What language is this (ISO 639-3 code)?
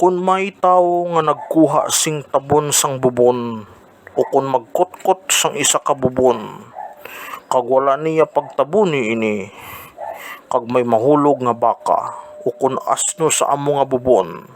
hil